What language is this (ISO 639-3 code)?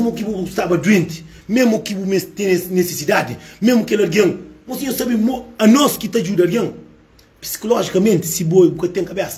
kea